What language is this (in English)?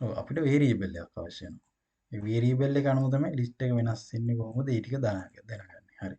Sinhala